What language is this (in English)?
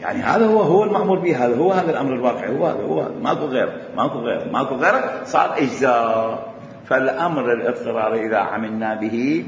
Mesopotamian Arabic